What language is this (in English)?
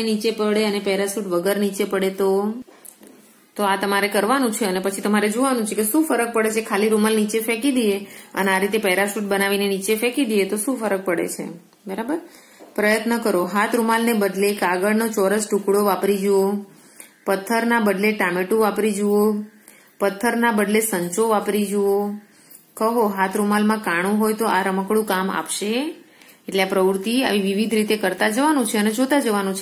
Gujarati